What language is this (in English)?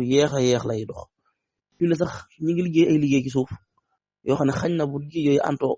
Wolof